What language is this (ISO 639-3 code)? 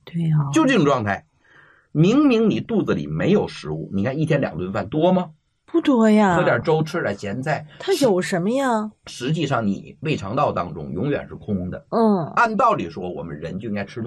zho